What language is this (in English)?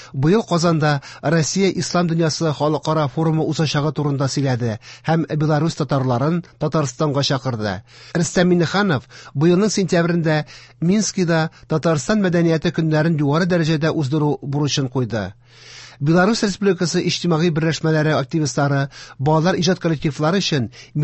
Tatar